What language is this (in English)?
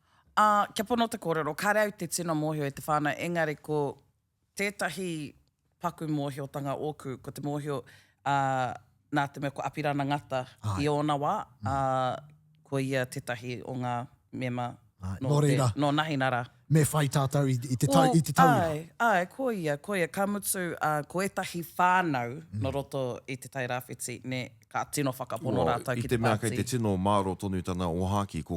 Māori